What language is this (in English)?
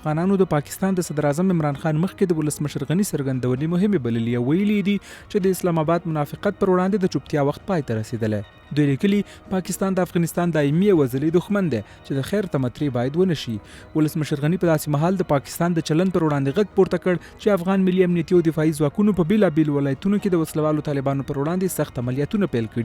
Pashto